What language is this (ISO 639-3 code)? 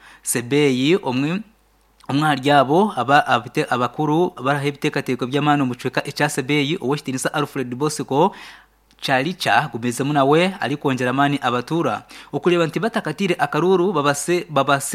nyn